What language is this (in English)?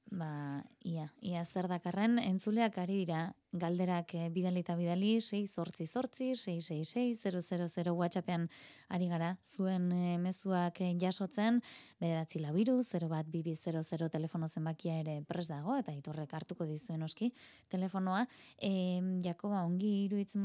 Basque